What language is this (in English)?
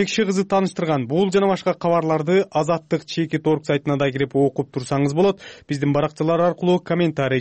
Kyrgyz